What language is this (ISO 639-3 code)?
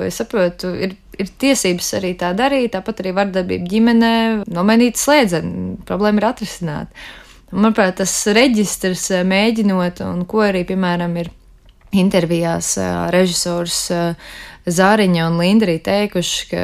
lav